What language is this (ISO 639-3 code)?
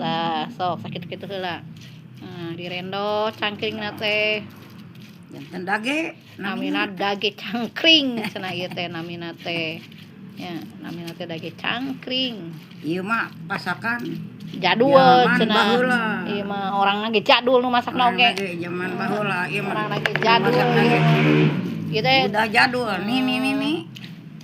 sun